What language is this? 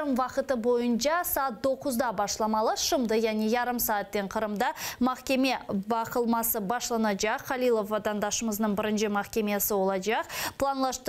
Crimean Tatar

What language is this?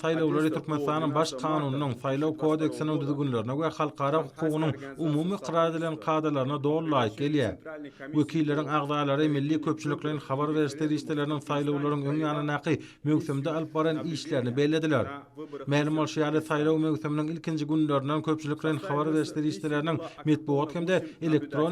Turkmen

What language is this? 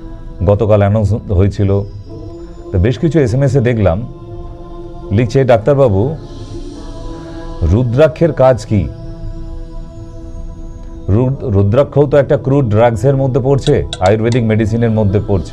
Bangla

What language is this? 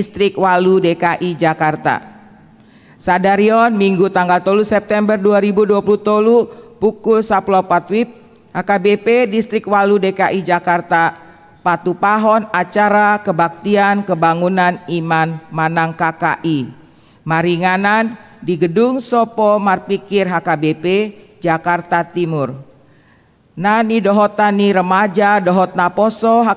Batak Toba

